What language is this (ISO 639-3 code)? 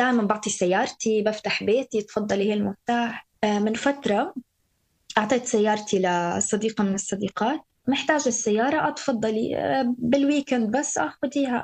apc